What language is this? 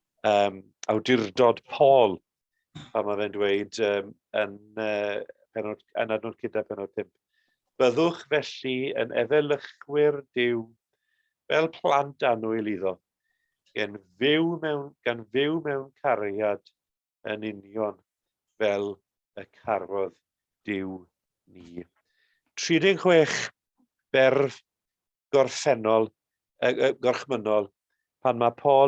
Welsh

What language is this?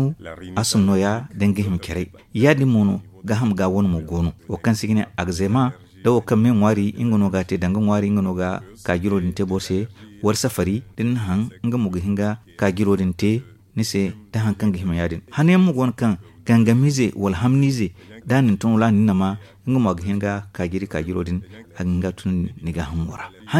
Zarma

